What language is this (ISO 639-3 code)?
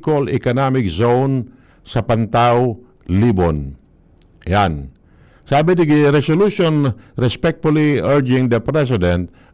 bik